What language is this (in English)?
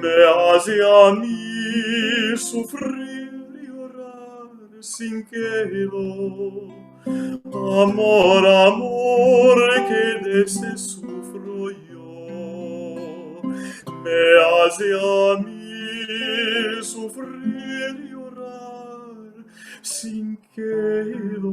Ladino